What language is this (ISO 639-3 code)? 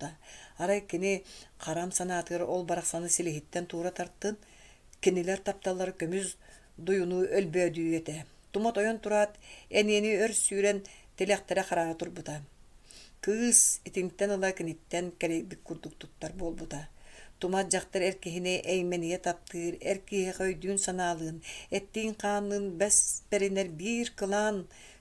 sah